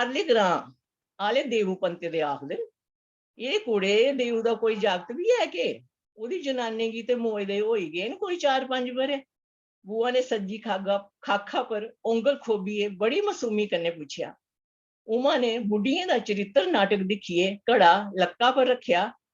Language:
Dogri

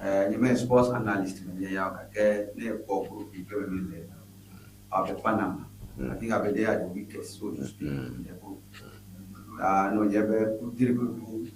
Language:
Ewe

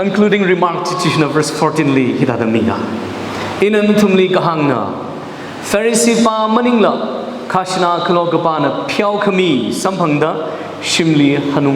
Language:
Tangkhul Naga (India)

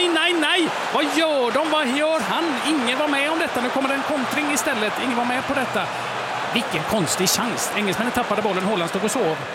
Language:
Swedish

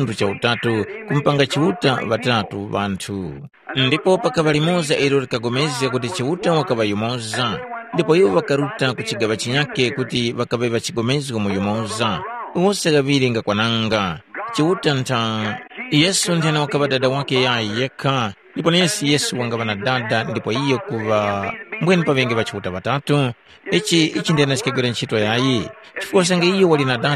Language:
Tumbuka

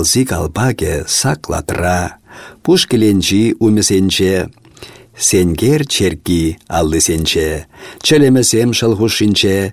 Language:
Chuvash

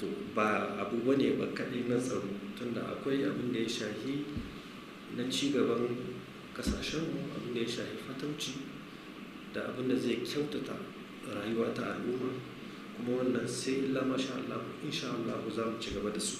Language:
Hausa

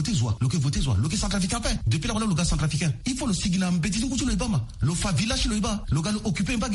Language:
Sango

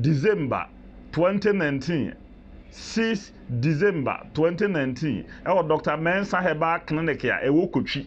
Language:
Akan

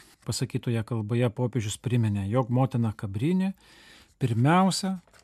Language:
Lithuanian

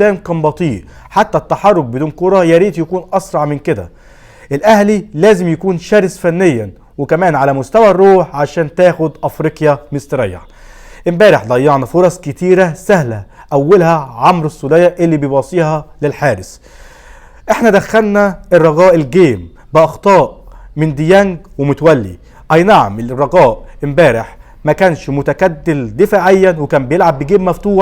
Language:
Egyptian Arabic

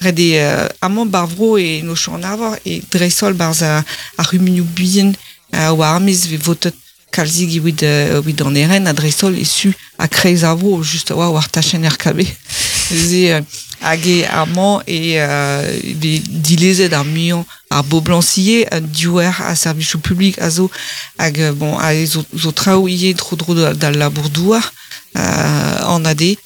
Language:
Breton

